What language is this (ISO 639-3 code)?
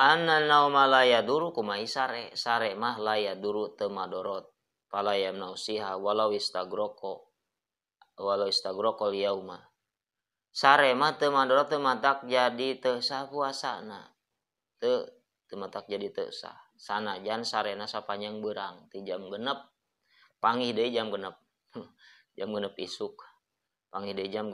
sun